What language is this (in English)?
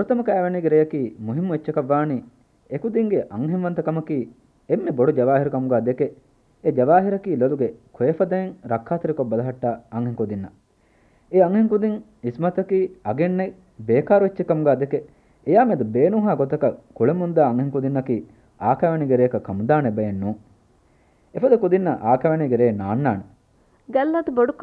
Divehi